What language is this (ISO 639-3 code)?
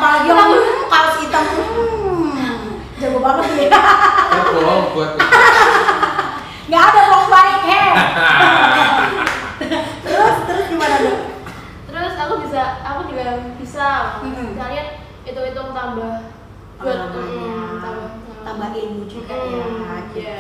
ind